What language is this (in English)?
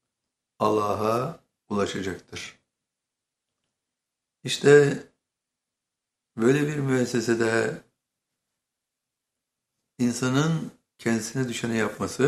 Turkish